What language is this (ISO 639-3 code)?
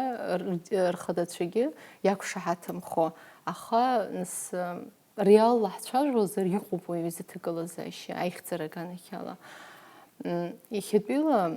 abk